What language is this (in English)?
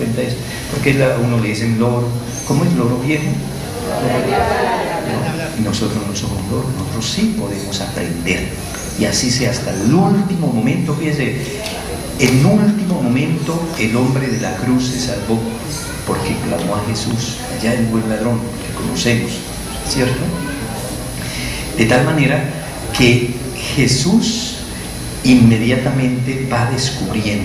Spanish